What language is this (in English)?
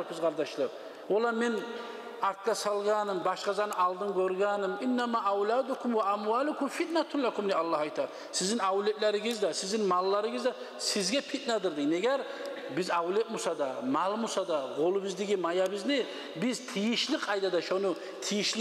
Kumyk